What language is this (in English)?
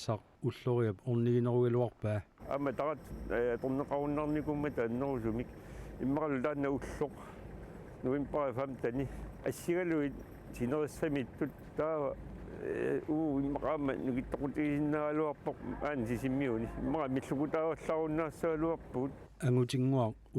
Kalaallisut